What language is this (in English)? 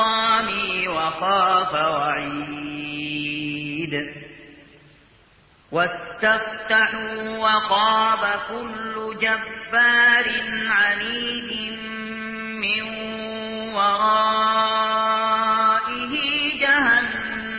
Arabic